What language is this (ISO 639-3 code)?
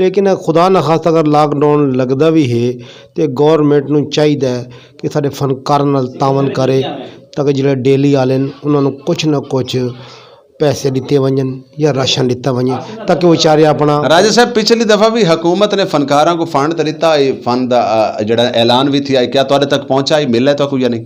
skr